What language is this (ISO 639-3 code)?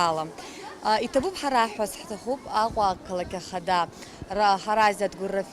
abk